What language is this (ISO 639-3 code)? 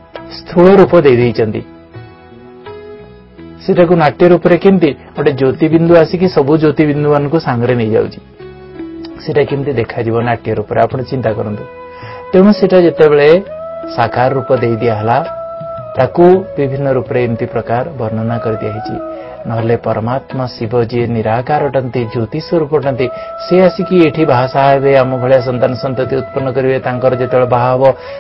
ori